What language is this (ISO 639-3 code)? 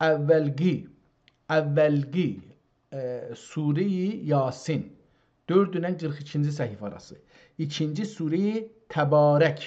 azb